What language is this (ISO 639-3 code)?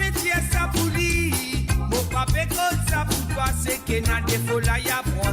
mfe